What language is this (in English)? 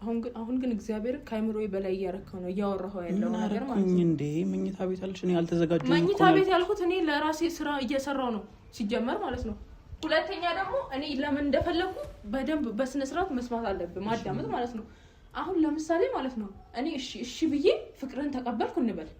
Amharic